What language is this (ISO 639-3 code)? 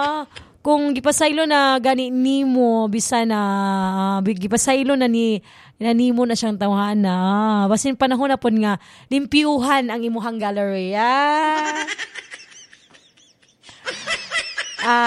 ceb